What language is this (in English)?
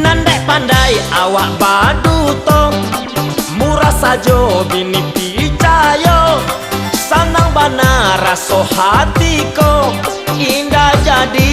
Minangkabau